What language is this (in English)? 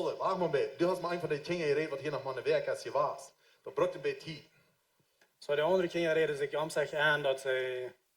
Plautdietsch